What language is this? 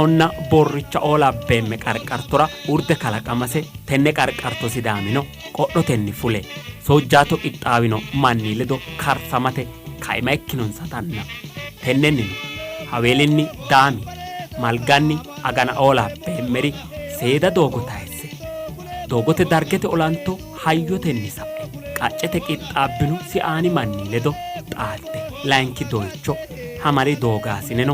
Sidamo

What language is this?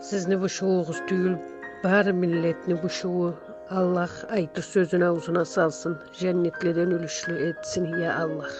Karachay-Balkar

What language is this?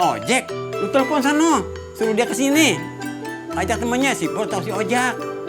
Betawi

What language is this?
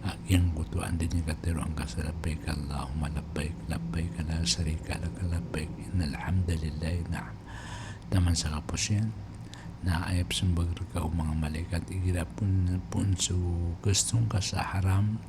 Maranao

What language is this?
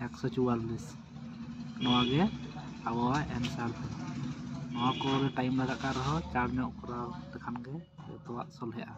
Santali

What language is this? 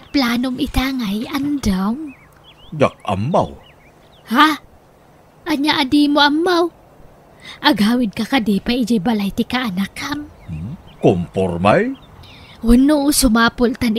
Iloko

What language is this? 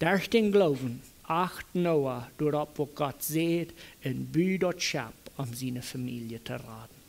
Plautdietsch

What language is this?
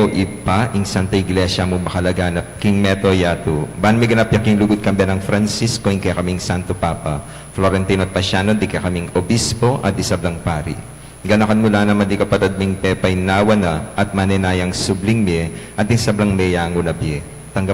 Pampanga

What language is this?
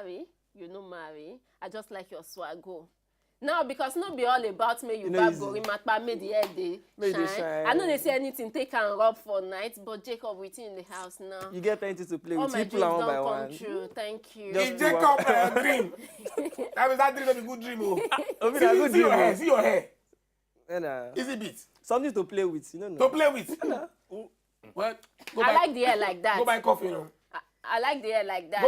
Nigerian Pidgin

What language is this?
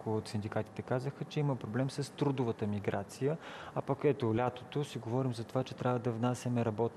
Bulgarian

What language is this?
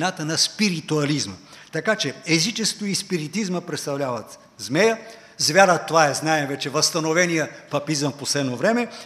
Bulgarian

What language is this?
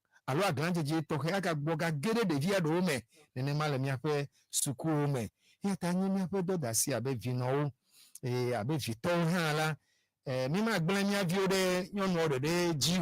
Ewe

